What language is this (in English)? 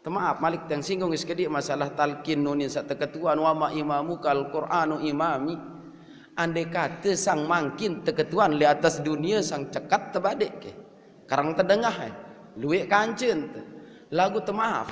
Sasak